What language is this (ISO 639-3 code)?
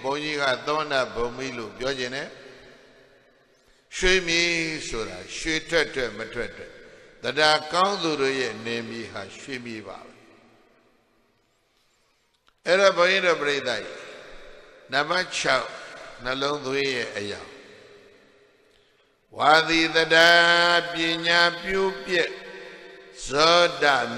mya